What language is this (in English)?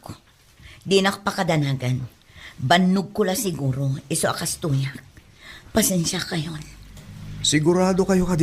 Iloko